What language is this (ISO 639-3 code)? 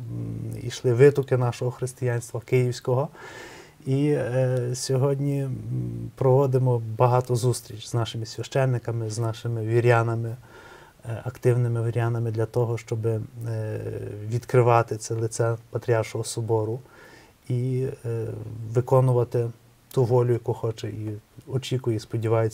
ukr